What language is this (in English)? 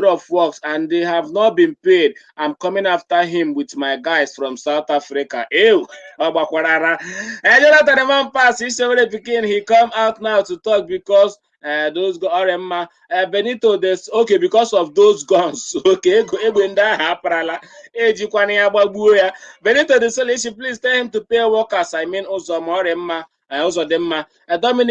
Igbo